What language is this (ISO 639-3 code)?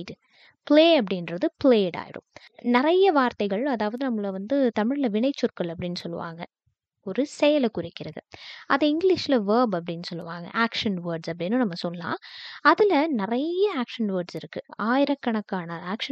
tam